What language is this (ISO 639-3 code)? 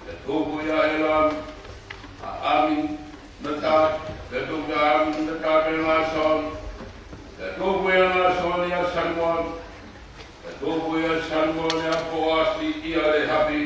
ton